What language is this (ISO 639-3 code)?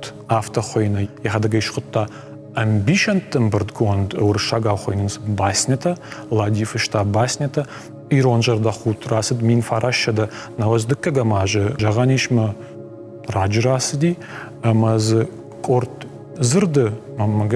oss